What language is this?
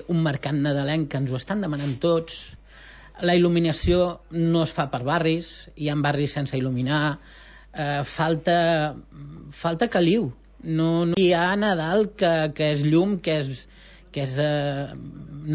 Catalan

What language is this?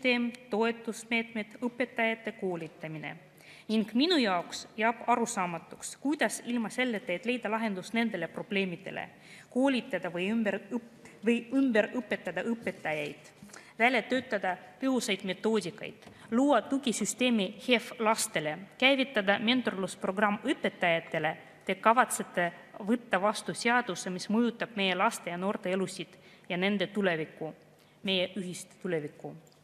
Estonian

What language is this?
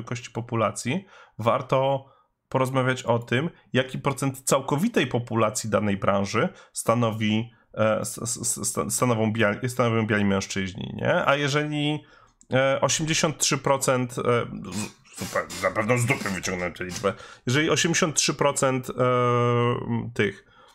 Polish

